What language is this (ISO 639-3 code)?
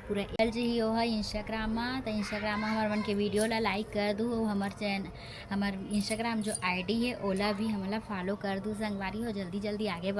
hne